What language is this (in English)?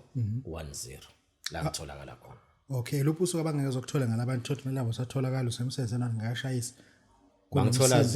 Zulu